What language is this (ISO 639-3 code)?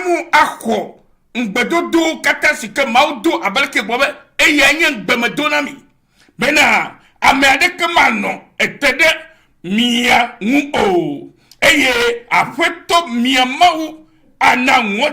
ewe